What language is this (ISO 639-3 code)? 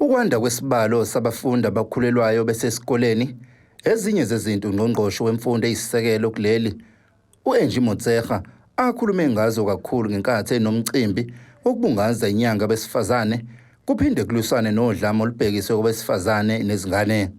zul